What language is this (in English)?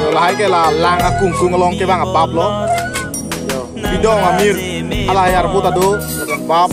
Karbi